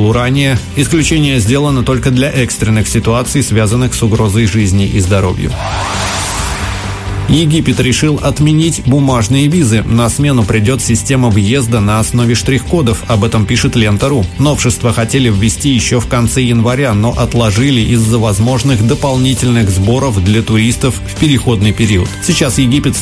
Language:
Russian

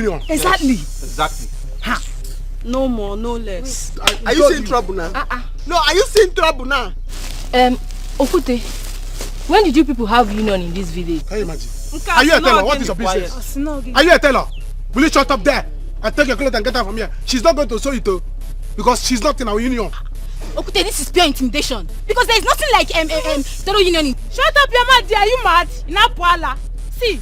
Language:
Nigerian Pidgin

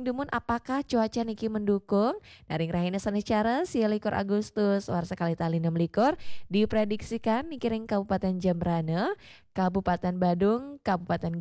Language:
Balinese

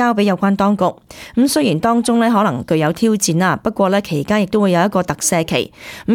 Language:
Cantonese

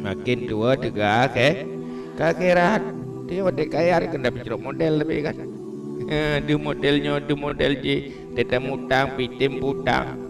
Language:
Achinese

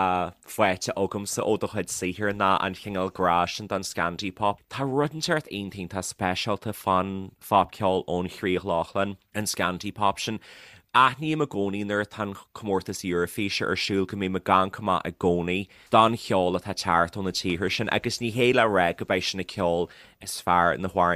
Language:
Irish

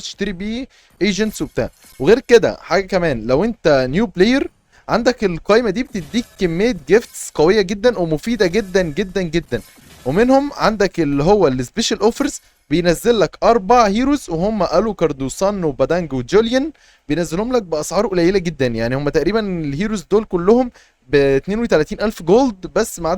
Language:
Egyptian Arabic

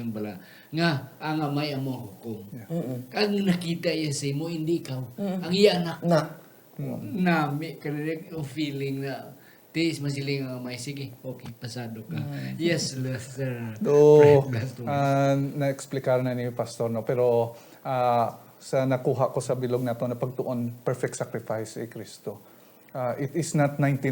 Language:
Hiligaynon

